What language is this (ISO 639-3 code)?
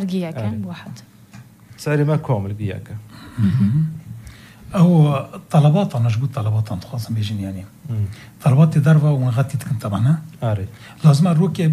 apc